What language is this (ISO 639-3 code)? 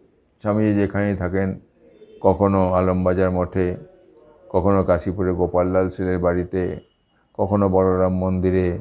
ben